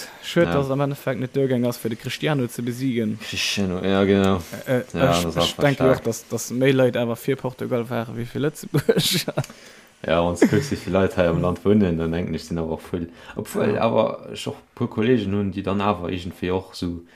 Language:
Luxembourgish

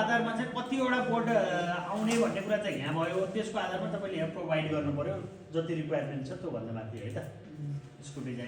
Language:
Nepali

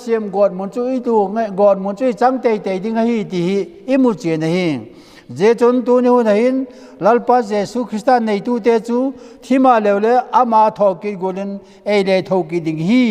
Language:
Vaiphei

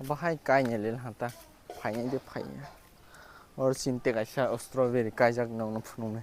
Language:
Kok Borok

